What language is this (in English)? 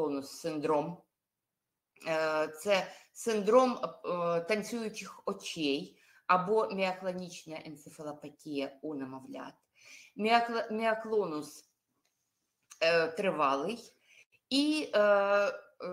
Ukrainian